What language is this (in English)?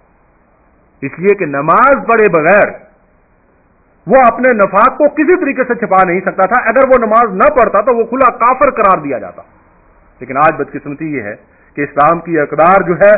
Urdu